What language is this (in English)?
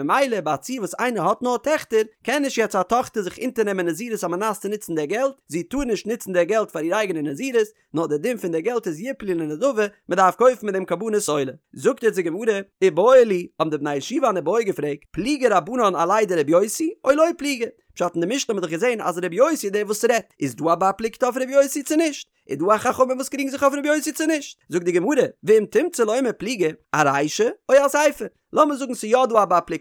Yiddish